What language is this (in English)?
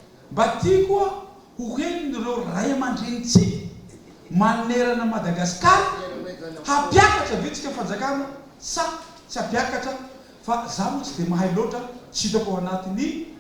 Malagasy